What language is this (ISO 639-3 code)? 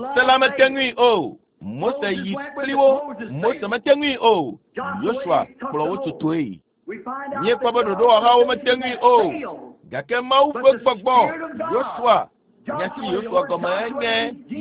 ewe